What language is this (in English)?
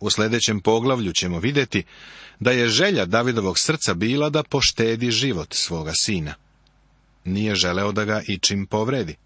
Serbian